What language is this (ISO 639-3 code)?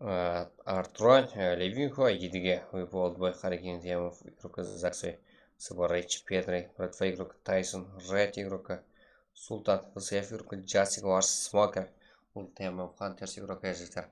kaa